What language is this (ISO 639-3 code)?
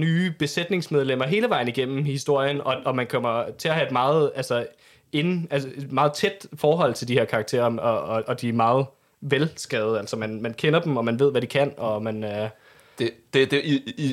dan